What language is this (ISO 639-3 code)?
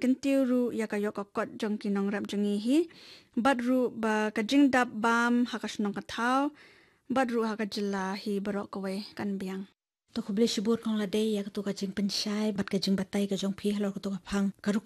kha